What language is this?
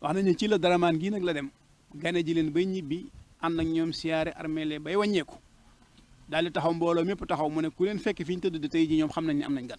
Wolof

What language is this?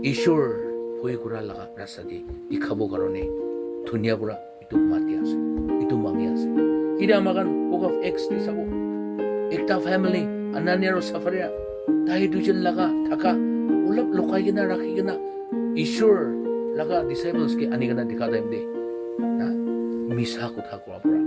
Naga Pidgin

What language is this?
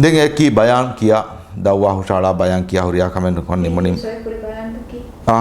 Divehi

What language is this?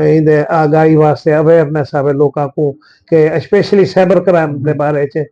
Saraiki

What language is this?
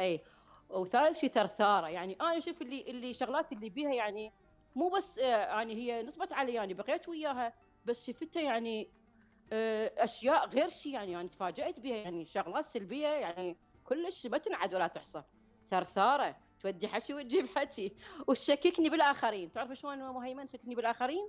Mesopotamian Arabic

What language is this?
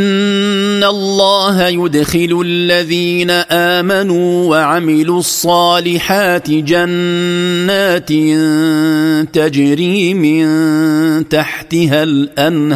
Arabic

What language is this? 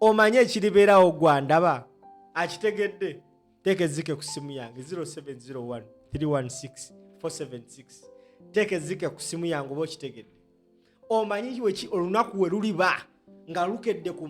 Ganda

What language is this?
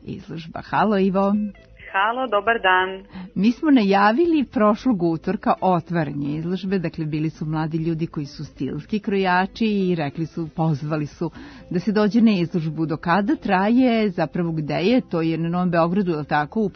Serbian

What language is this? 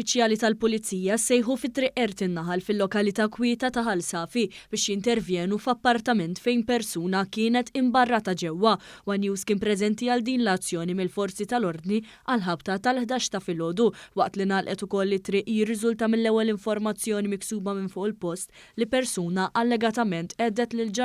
Maltese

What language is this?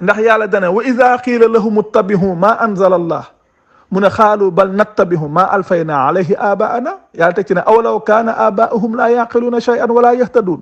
Wolof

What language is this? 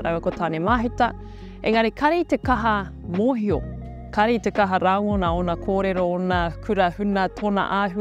Māori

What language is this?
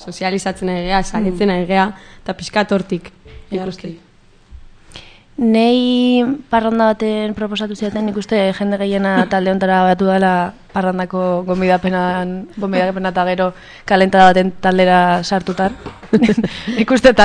Basque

